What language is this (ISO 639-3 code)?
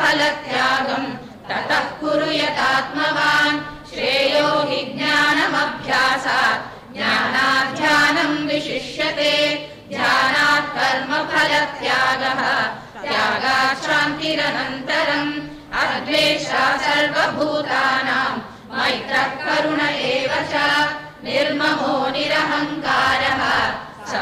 san